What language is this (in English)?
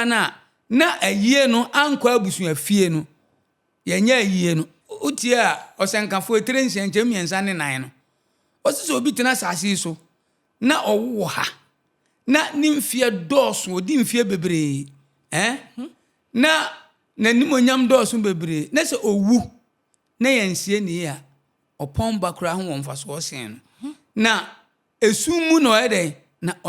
Akan